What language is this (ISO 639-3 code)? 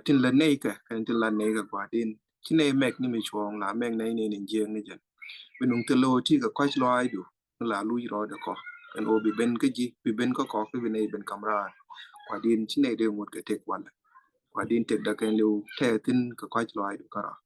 nus